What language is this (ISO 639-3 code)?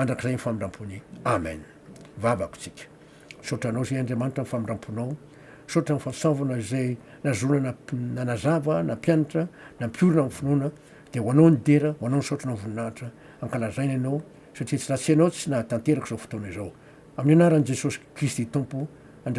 mlg